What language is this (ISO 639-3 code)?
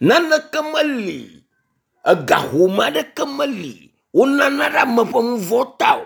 ewe